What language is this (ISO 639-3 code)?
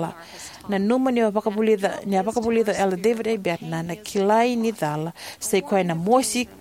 fij